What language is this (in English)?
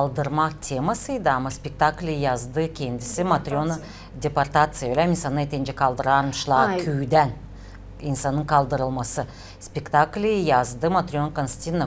Gagauz